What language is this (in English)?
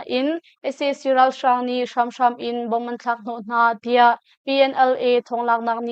Hakha Chin